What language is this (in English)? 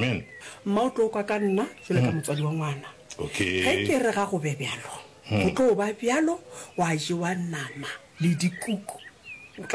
Northern Sotho